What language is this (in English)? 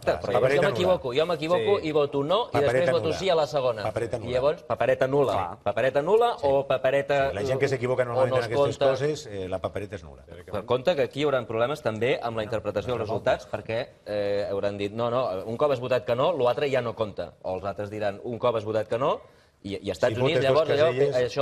Catalan